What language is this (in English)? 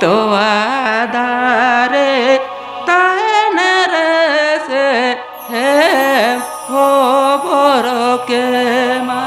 Santali